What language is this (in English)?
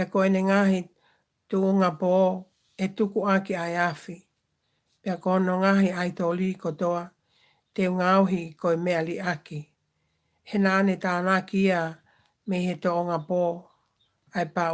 Tongan